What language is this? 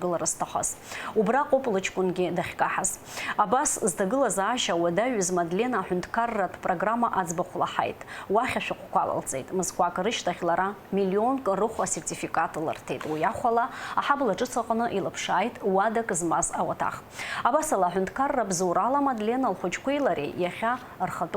Abkhazian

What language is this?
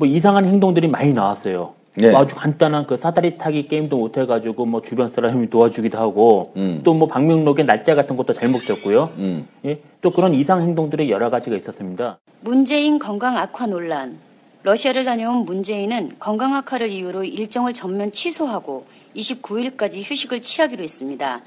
Korean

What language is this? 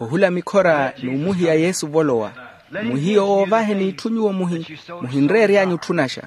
Makhuwa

